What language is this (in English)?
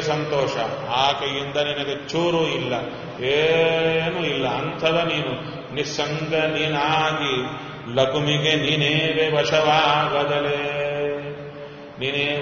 Kannada